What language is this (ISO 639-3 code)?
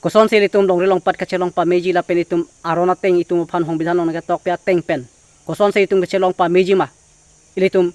mjw